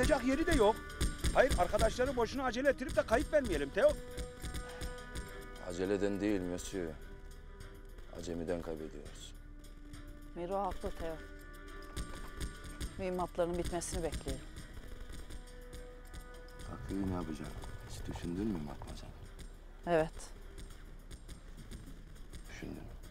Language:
Turkish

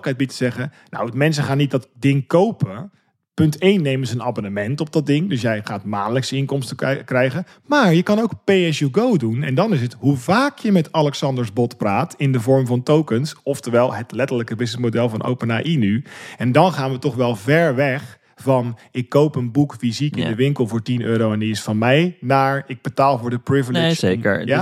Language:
Dutch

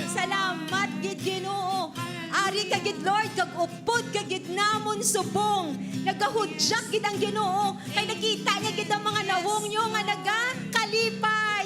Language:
Hiligaynon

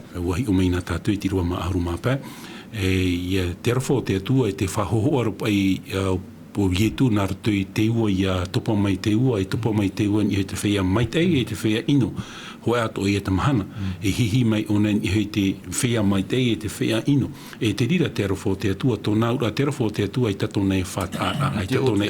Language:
Tahitian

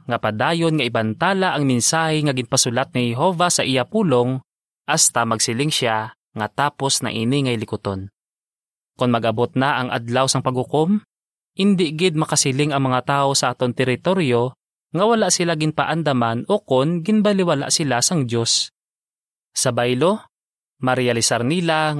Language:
Hiligaynon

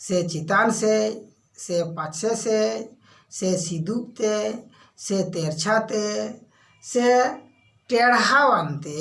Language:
Santali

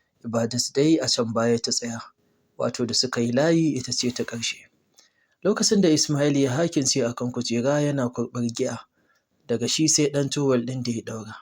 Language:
Hausa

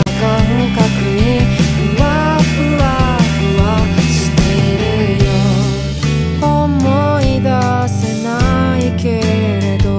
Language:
Japanese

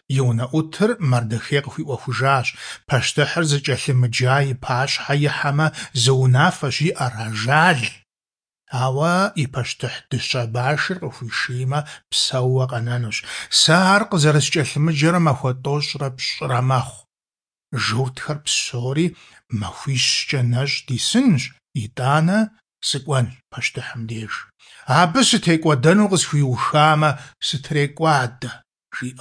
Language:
Kabardian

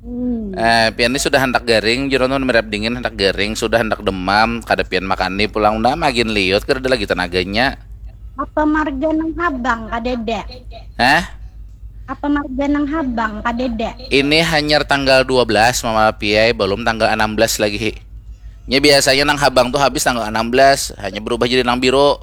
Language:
Banjar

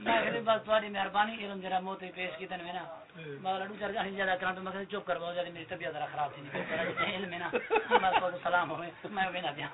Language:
Saraiki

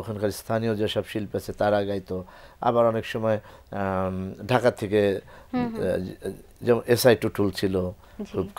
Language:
Bangla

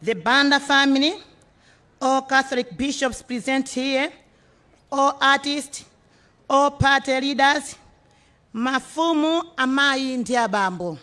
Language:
Nyanja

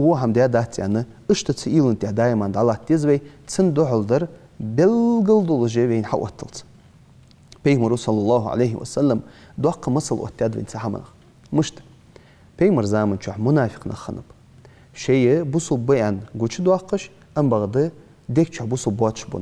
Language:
Ingush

